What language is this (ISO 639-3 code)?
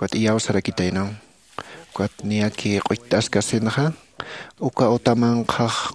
aym